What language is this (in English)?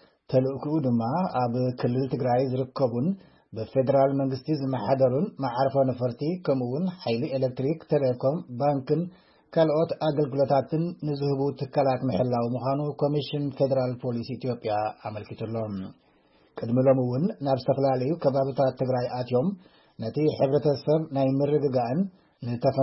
Tigrinya